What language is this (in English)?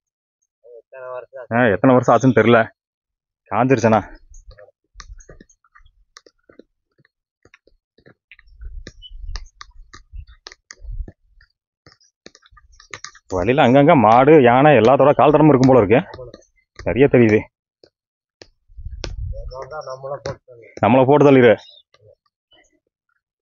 Tamil